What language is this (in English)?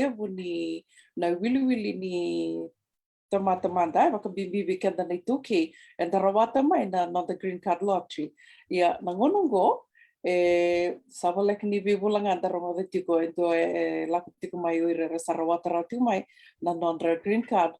Fijian